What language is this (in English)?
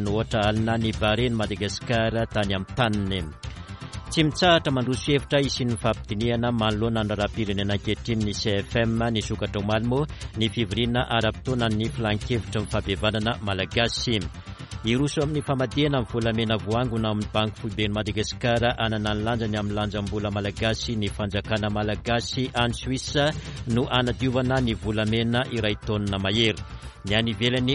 Malagasy